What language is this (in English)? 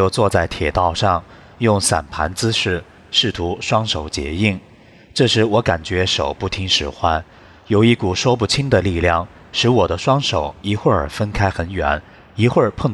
Chinese